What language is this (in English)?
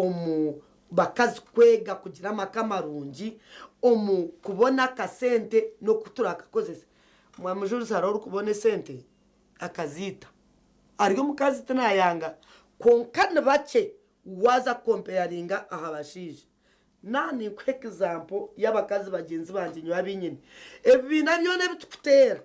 Nyankole